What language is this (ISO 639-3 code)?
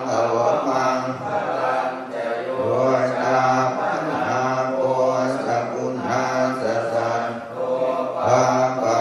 pli